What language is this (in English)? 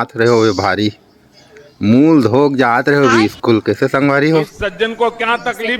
Chhattisgarhi